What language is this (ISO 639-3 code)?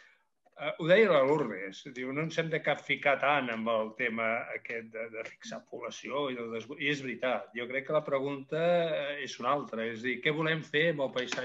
cat